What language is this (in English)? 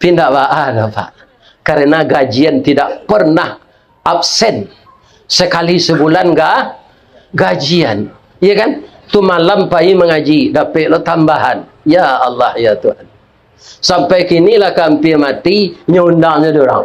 Minangkabau